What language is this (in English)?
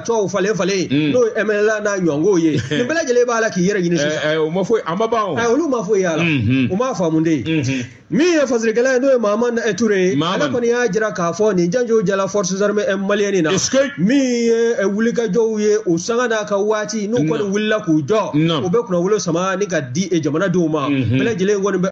Bambara